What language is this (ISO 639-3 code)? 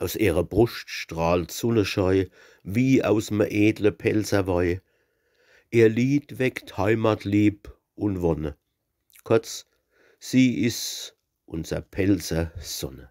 pfl